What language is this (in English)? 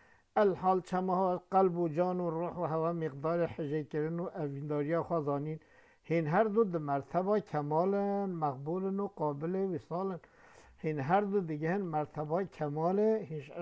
Kurdish